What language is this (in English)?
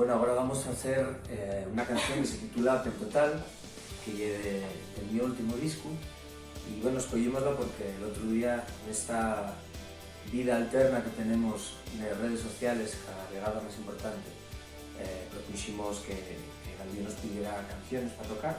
Asturian